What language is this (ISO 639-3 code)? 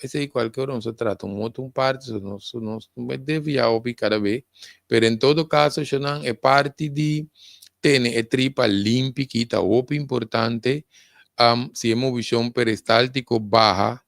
pap